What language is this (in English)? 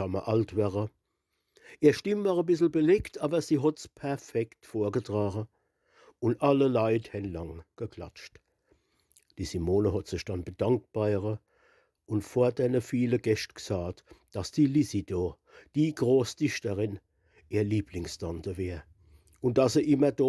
Palatine German